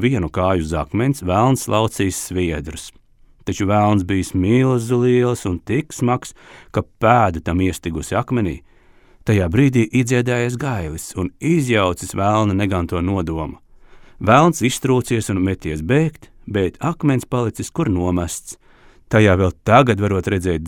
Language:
Latvian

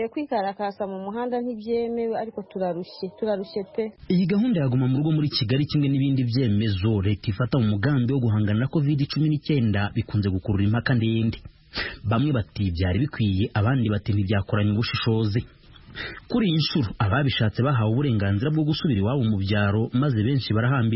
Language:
Kinyarwanda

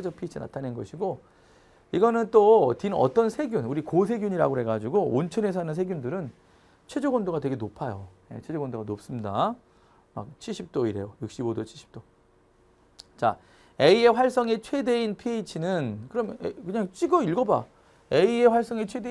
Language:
Korean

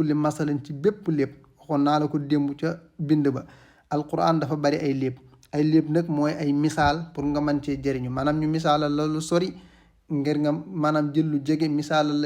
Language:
Wolof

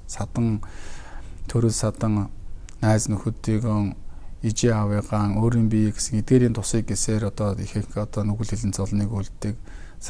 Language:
Mongolian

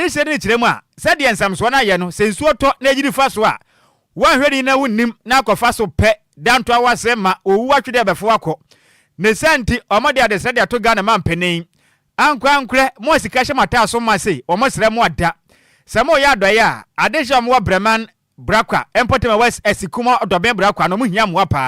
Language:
Akan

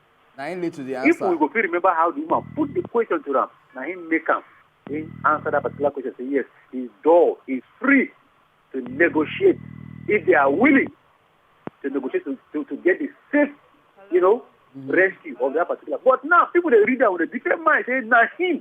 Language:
Nigerian Pidgin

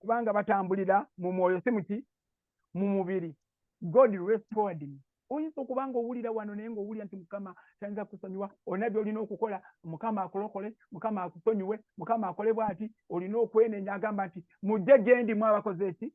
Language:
Ganda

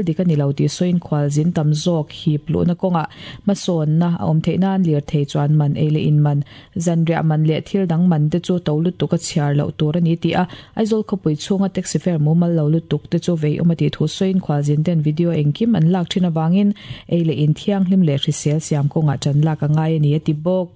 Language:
Mizo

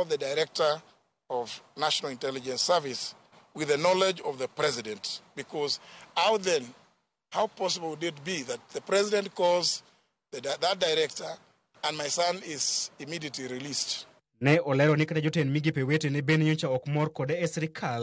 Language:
Luo (Kenya and Tanzania)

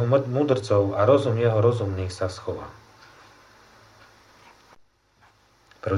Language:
Slovak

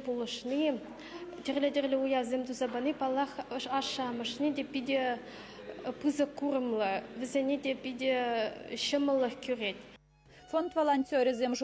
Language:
Chuvash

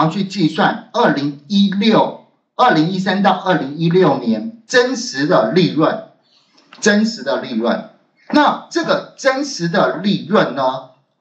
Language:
Chinese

